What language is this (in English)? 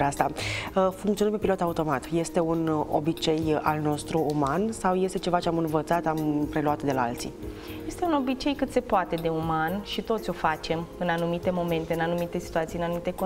Romanian